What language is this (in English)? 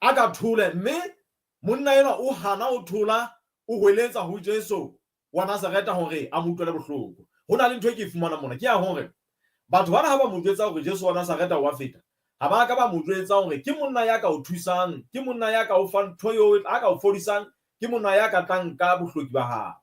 Southern Sotho